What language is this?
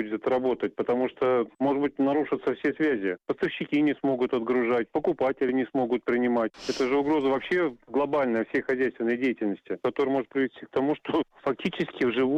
Russian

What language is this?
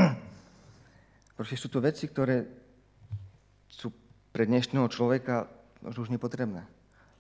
Slovak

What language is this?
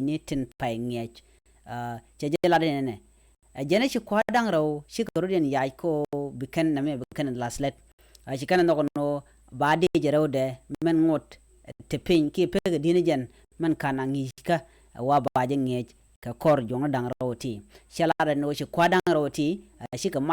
Nuer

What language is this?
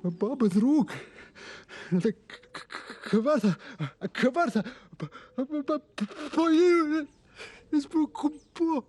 Welsh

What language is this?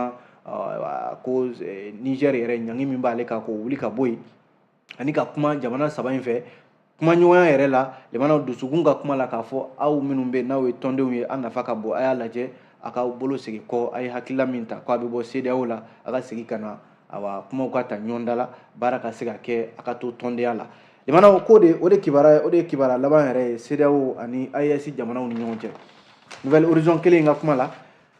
Bambara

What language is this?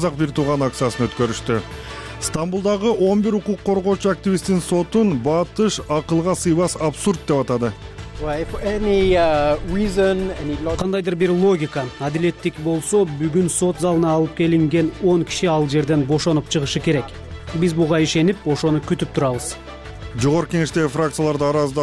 Kyrgyz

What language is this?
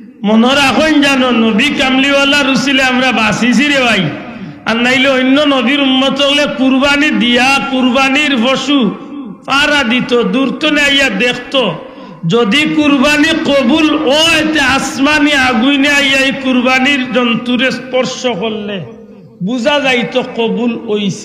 Sylheti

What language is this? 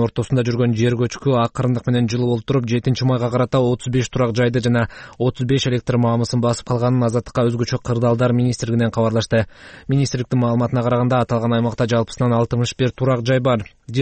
Kyrgyz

